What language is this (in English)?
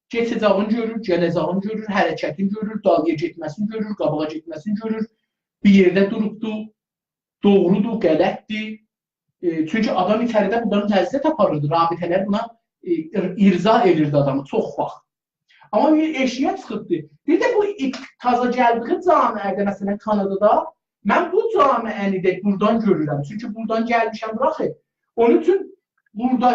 South Azerbaijani